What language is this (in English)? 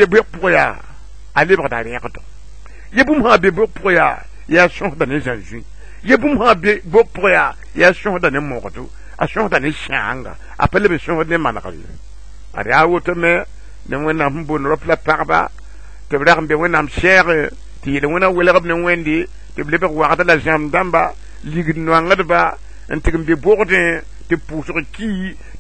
Mossi